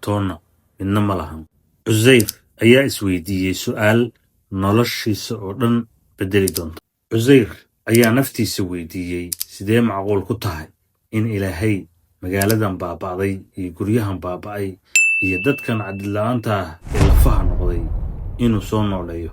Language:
Somali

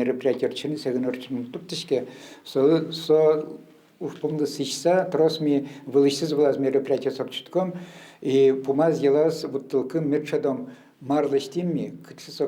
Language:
Udmurt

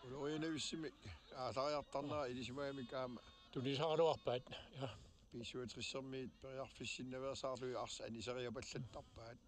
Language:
Kalaallisut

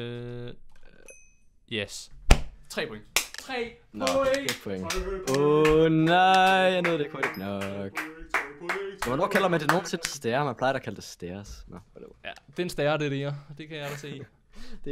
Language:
Danish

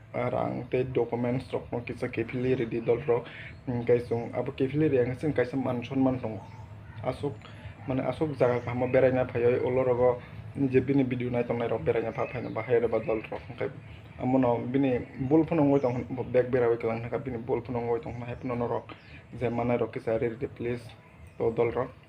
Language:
Kok Borok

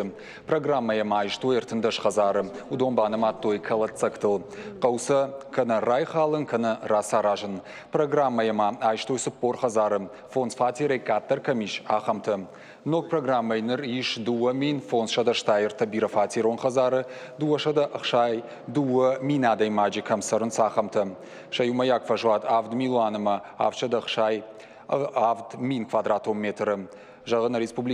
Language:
Ossetic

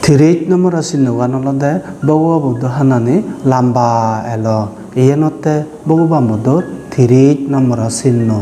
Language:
Chakma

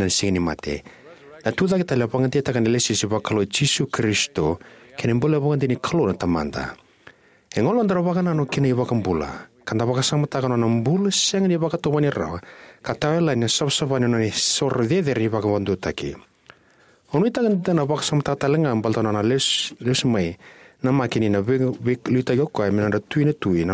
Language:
Fijian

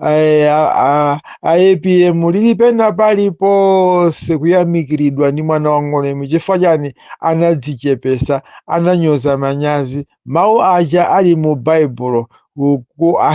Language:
Nyanja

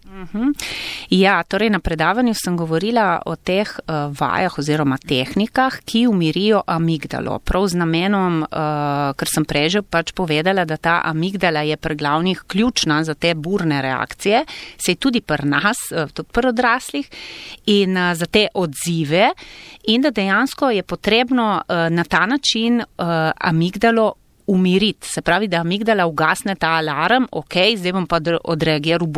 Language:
Slovenian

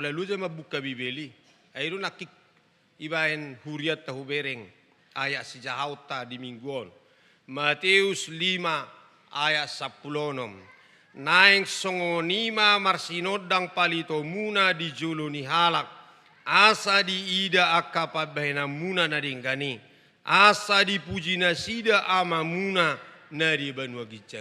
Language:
Batak Toba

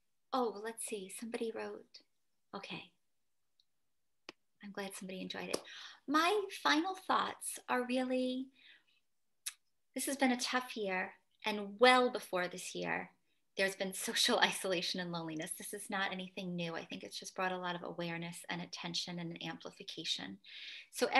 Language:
English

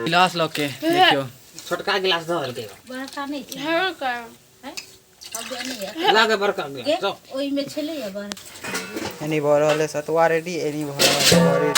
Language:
Maithili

